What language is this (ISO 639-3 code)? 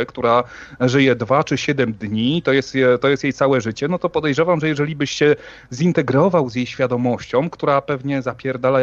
pol